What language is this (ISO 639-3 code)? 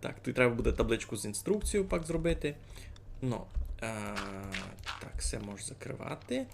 rue